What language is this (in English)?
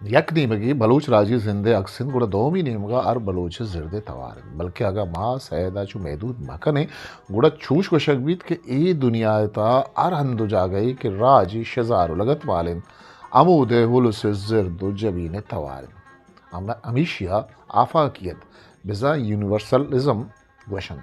Eastern Balochi